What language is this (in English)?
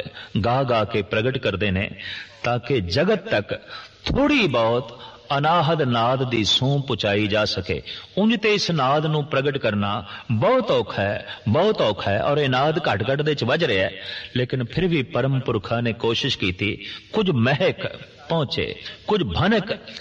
Punjabi